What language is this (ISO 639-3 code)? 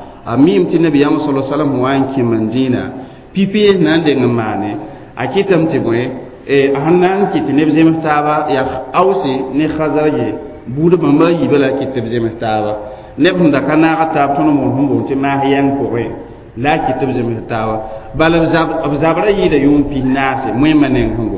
mos